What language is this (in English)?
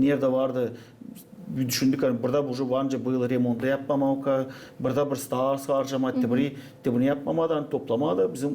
Gagauz